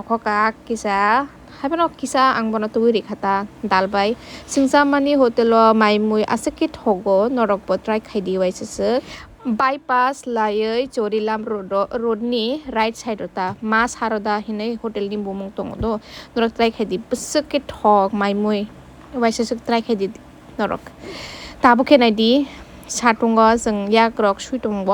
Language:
Kok Borok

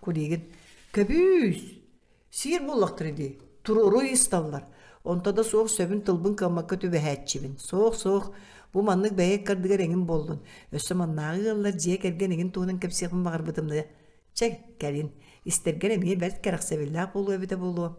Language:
Yakut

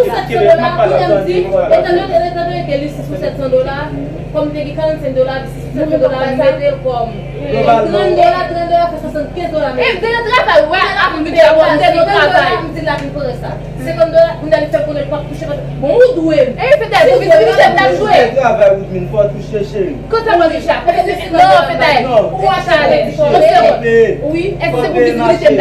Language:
Haitian Creole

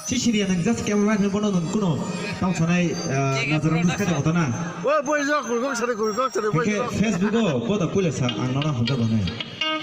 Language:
Kok Borok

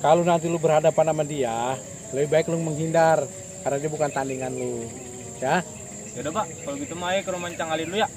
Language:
Betawi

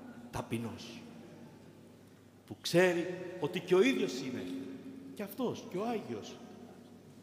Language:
Greek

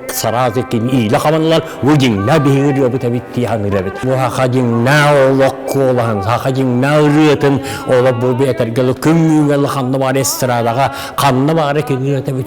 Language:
Yakut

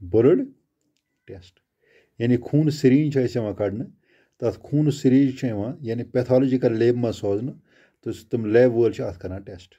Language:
Kashmiri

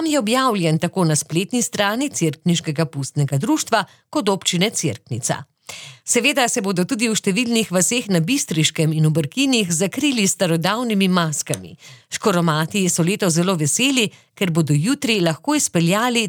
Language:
Slovenian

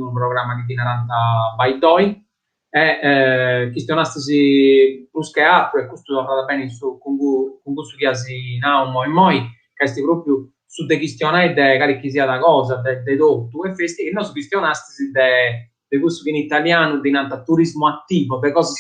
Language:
Sardinian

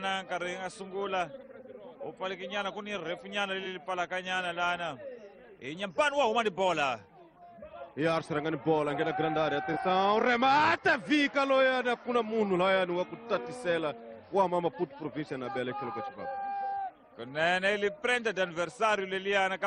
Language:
Tsonga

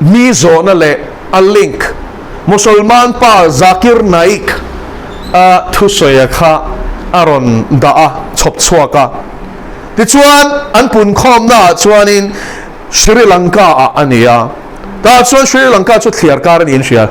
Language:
Mizo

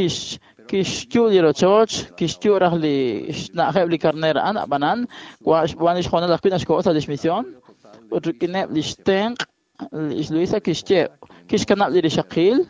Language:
Kekchí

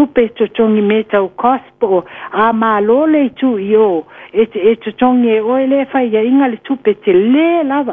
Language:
Samoan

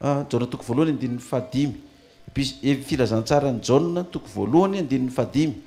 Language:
Malagasy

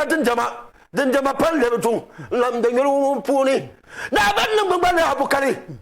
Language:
Dagbani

